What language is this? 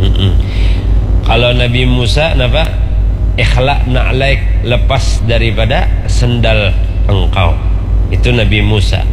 Banjar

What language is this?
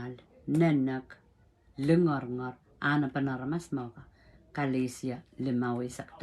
Pohnpeian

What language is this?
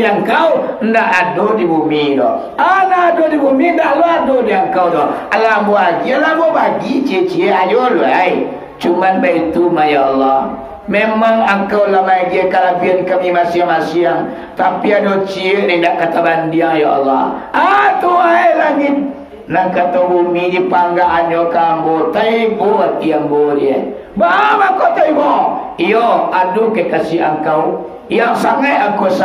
Minangkabau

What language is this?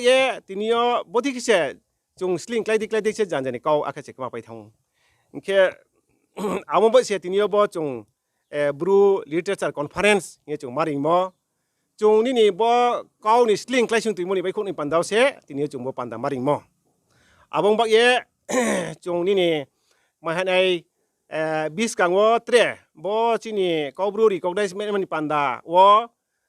Riang (India)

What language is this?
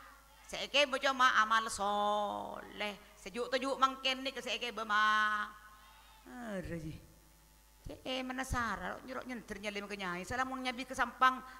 Madurese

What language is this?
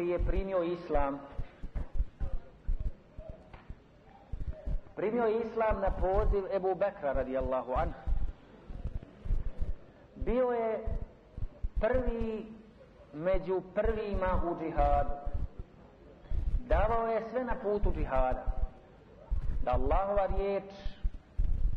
Bosnian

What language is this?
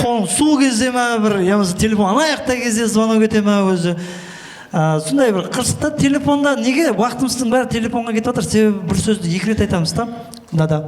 Kara-Kalpak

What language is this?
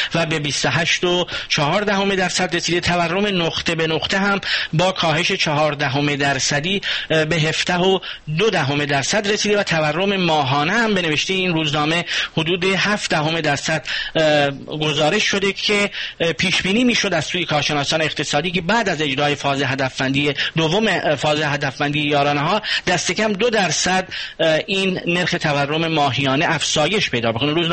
Persian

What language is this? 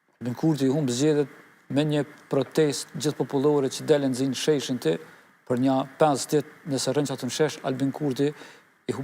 Albanian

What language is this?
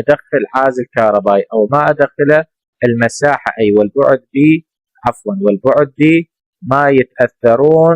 Mesopotamian Arabic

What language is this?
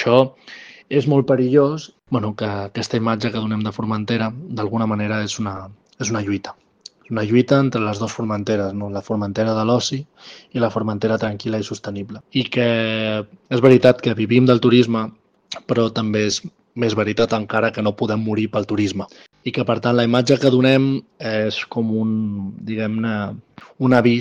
Catalan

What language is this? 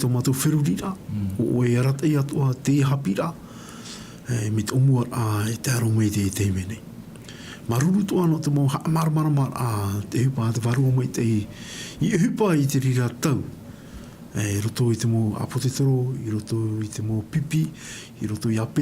Tahitian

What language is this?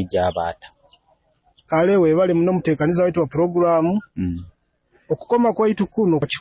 Nyoro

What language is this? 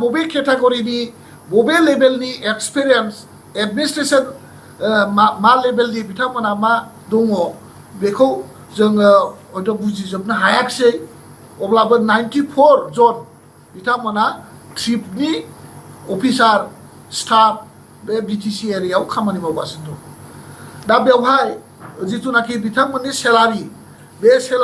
Bodo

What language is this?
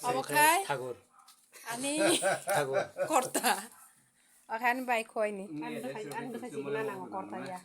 Kok Borok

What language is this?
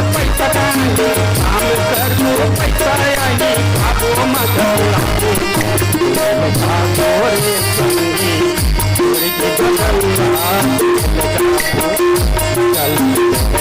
Chhattisgarhi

